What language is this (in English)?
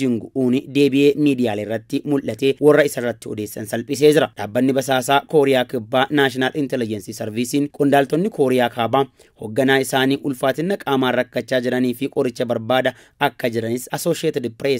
Oromo